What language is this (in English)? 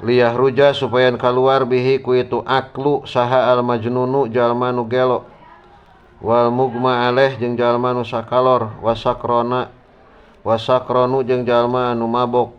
Sundanese